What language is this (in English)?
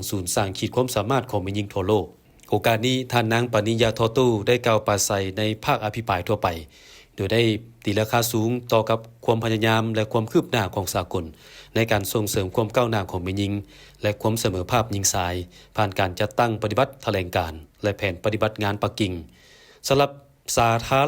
Lao